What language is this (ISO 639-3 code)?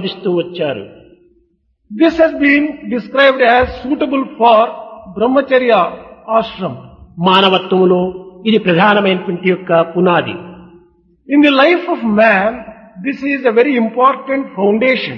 tel